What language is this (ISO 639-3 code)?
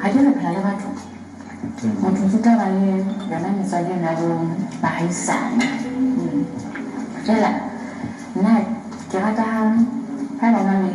sot